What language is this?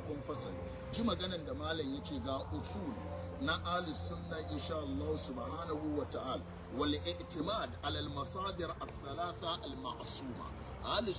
Hausa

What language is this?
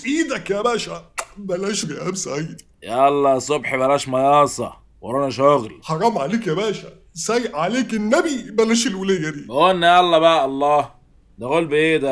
Egyptian Arabic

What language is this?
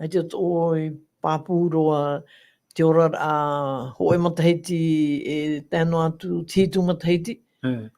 Tahitian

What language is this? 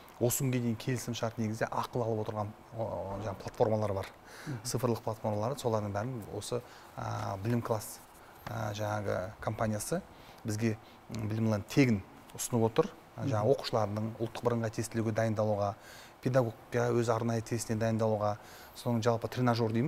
Kazakh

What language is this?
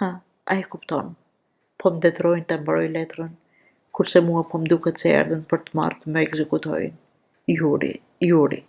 Albanian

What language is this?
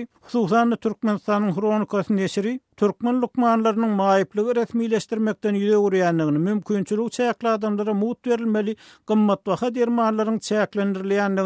Turkmen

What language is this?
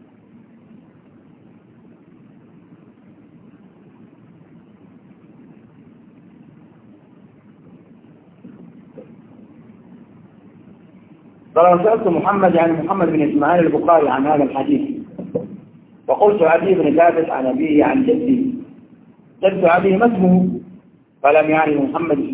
Arabic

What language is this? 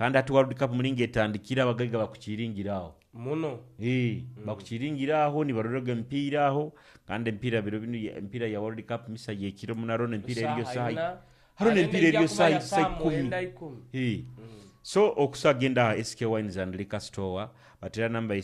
Nyoro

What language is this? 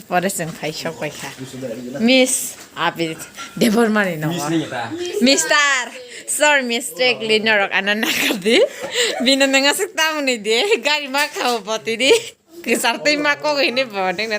Kok Borok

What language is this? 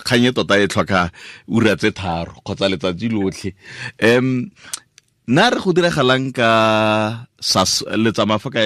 Tswana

